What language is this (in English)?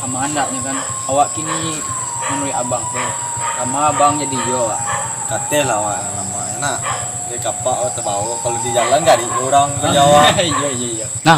Minangkabau